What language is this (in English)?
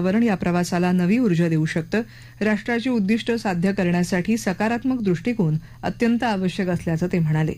Marathi